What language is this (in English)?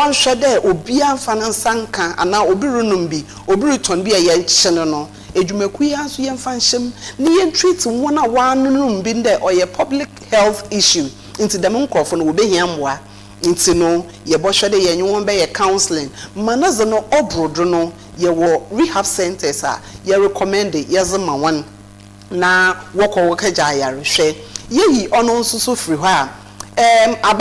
Akan